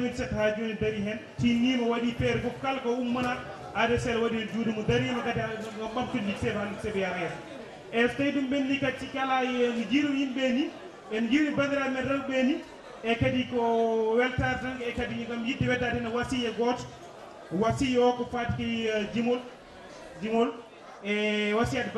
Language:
Fula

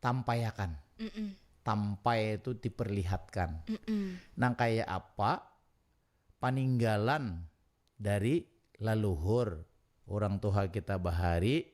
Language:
Banjar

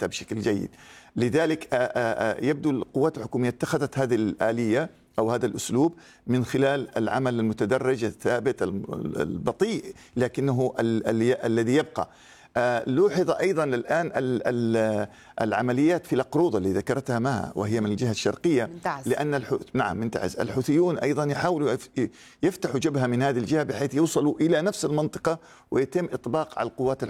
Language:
Arabic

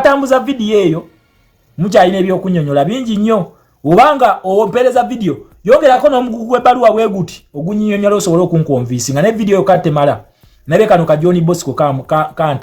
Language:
Ganda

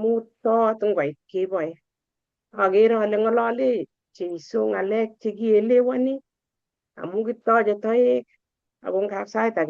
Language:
Kalenjin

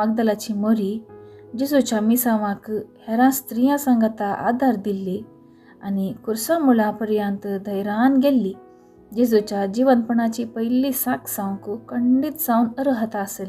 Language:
Konkani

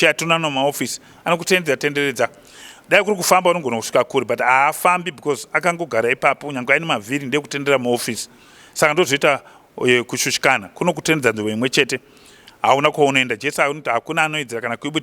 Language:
Shona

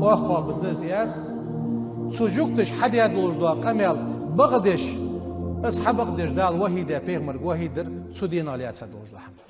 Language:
Ingush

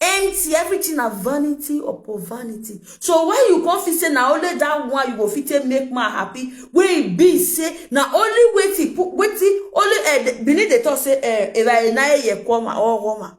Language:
Nigerian Pidgin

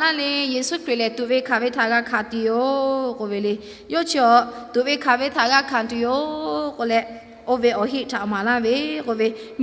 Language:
Lahu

